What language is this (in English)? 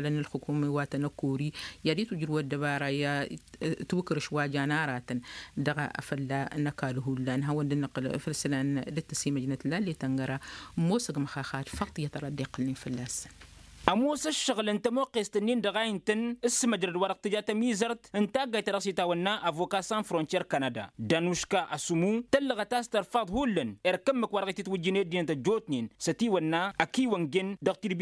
Tamasheq